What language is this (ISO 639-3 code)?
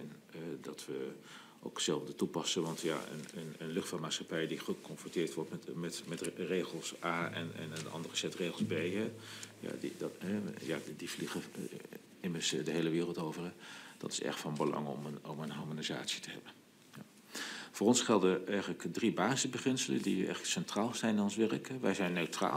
nld